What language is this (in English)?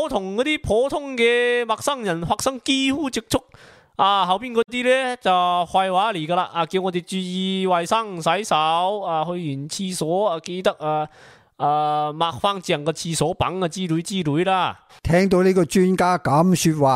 Cantonese